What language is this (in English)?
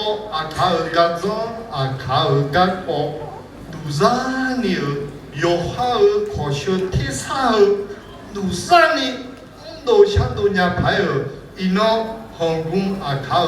Akha